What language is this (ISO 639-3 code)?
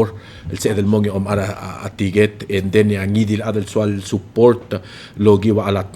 pau